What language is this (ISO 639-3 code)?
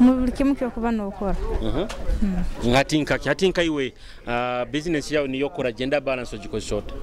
nyo